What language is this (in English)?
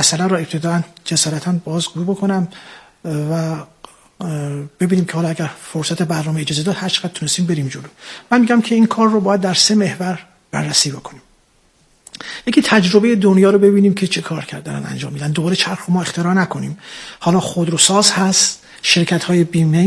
Persian